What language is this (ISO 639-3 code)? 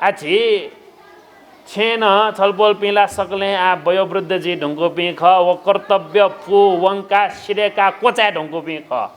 new